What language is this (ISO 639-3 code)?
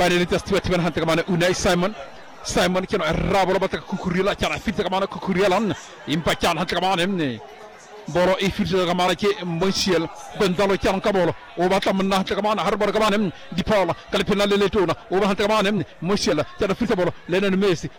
sot